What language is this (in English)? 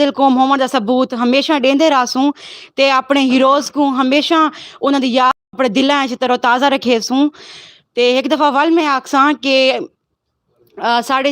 Saraiki